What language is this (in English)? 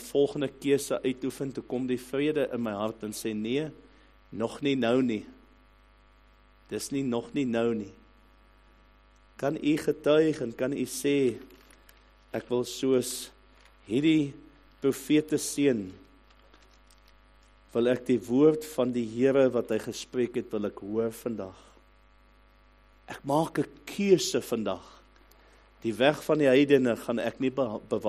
Afrikaans